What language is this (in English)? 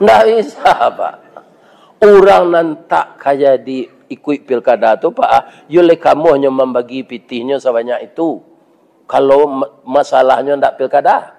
Minangkabau